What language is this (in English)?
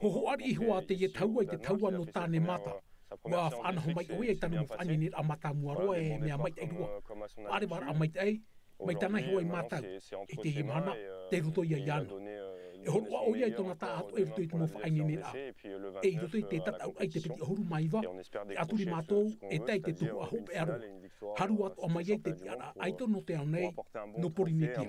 Tahitian